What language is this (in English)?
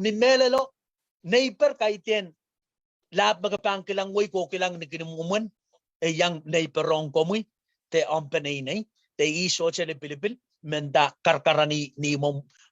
Pohnpeian